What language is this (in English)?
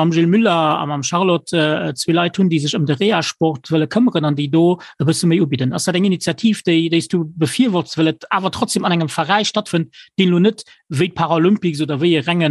Luxembourgish